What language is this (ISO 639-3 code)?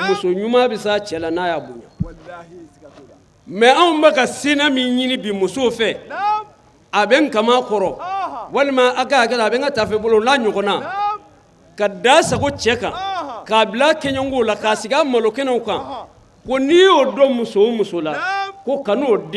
bam